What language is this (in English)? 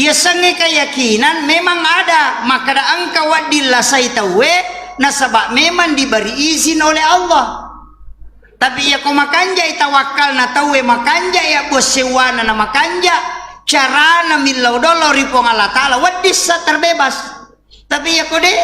Buginese